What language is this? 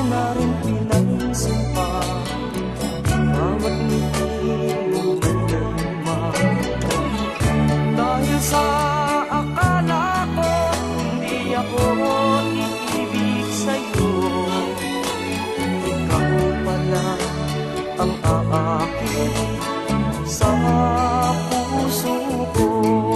Filipino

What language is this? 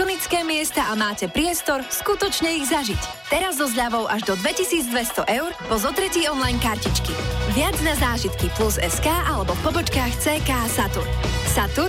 Slovak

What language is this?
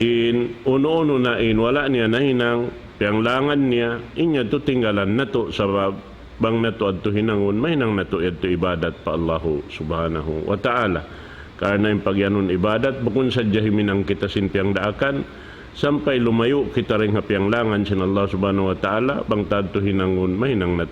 Tausug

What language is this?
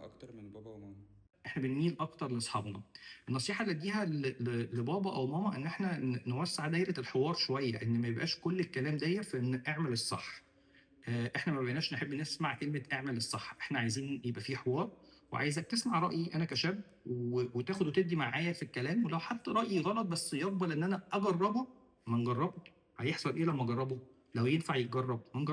Egyptian Arabic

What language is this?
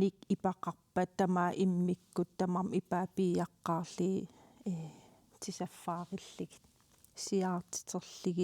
Kalaallisut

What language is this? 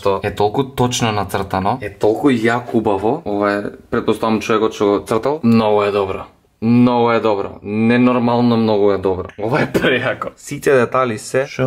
Macedonian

